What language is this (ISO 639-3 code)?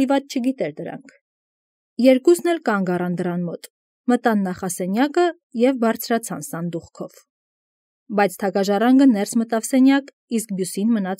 hye